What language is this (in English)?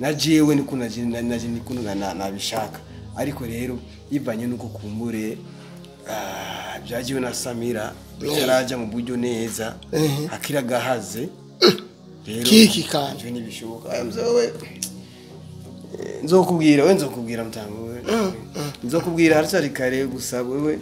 Rundi